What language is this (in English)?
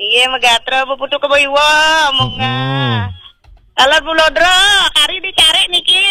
Balinese